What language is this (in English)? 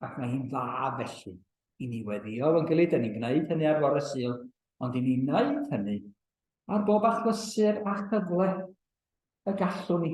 Welsh